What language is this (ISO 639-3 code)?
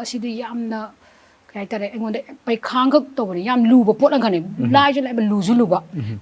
mni